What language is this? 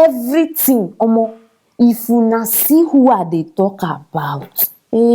Nigerian Pidgin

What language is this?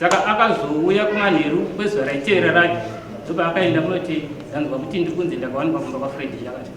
Shona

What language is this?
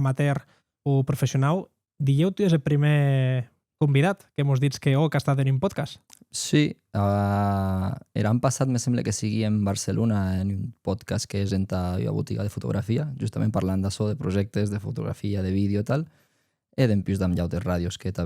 Occitan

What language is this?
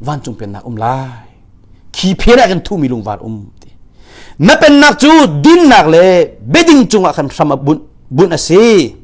Hakha Chin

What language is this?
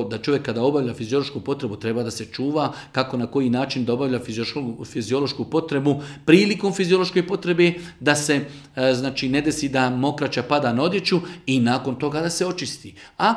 Bosnian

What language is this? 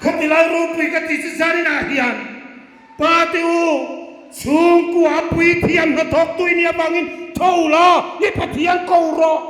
Hmar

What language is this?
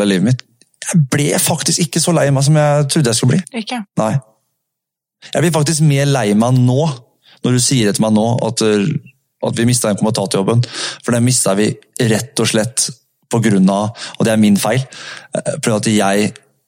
Norwegian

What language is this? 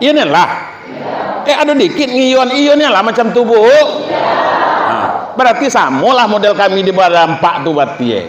Minangkabau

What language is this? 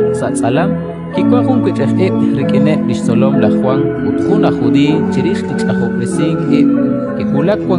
Kekchí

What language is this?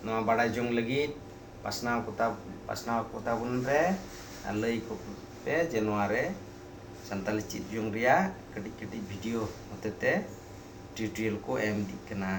Santali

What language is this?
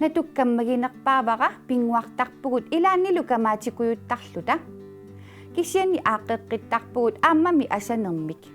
Kalaallisut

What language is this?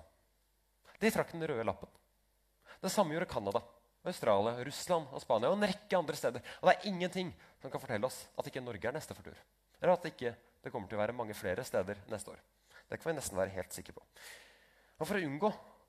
Norwegian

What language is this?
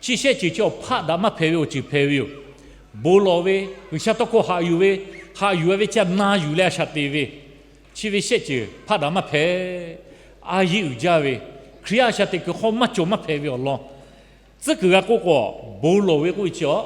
Lahu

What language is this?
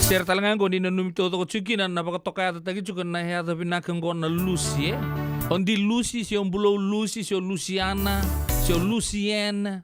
Fijian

